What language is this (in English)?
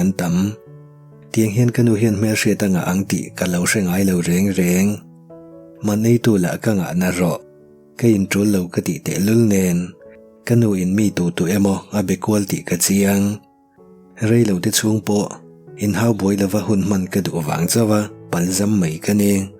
Mizo